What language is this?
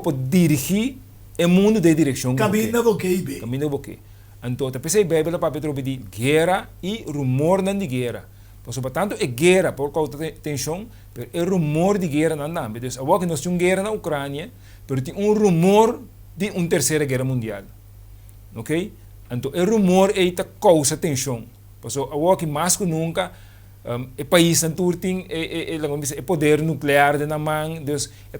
Papiamento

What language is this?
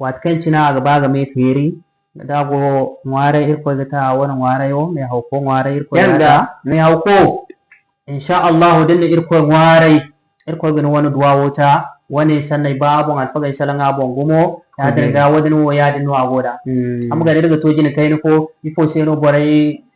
Zarma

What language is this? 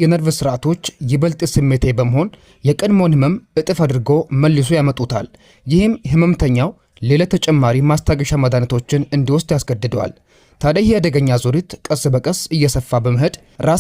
Amharic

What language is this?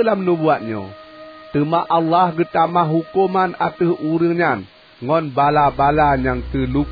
Achinese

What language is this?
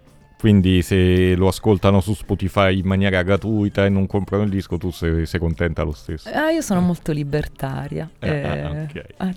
Italian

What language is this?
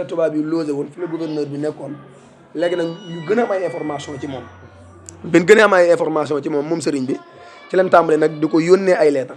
Wolof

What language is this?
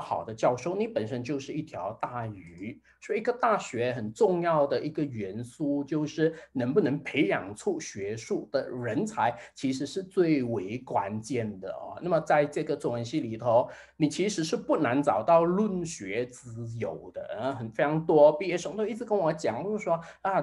Chinese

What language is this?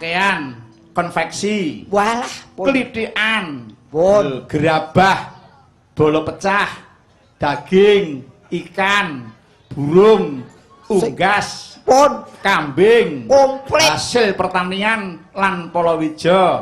Javanese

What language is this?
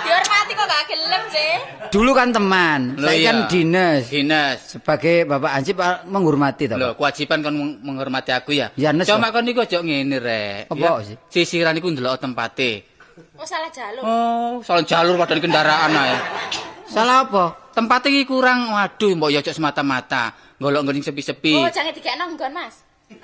Javanese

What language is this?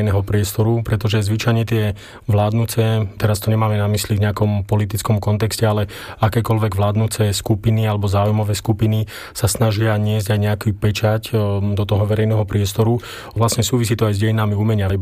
Slovak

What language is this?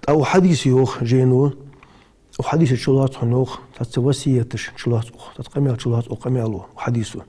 Ingush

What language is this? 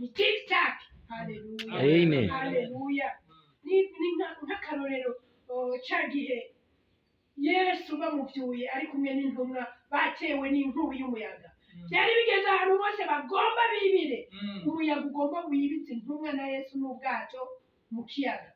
Rundi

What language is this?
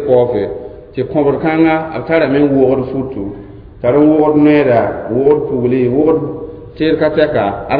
Mossi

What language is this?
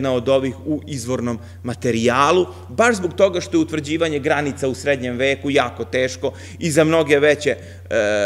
Serbian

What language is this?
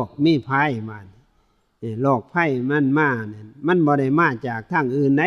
Northeastern Thai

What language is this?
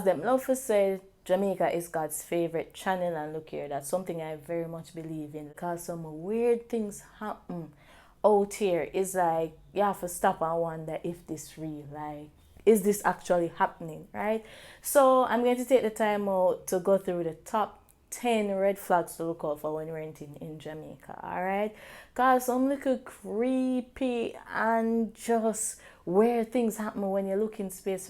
Jamaican Creole English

